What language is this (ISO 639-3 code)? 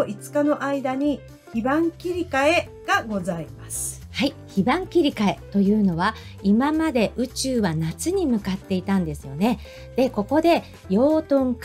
jpn